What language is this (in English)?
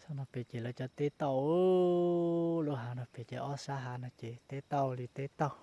Hmong